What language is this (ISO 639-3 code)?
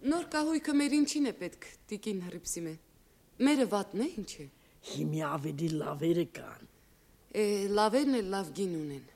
hye